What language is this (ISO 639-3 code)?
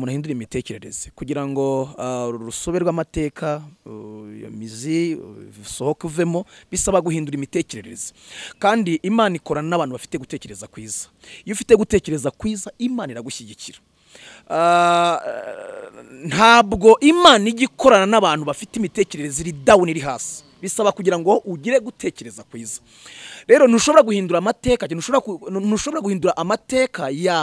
kin